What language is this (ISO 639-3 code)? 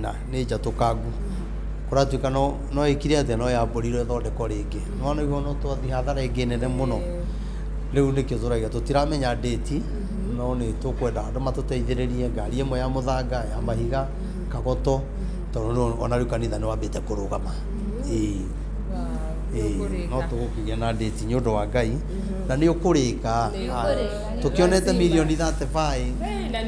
kik